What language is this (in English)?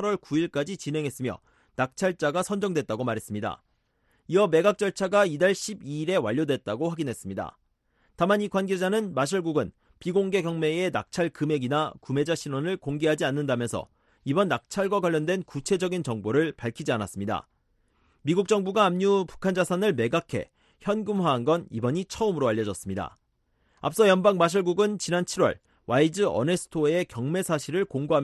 Korean